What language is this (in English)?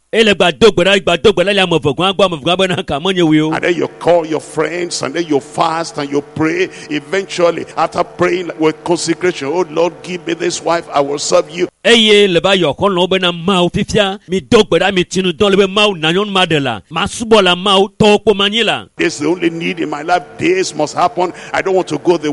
Ewe